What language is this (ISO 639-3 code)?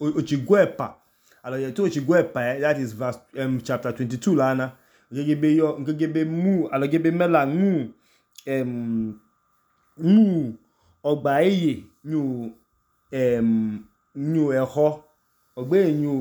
idu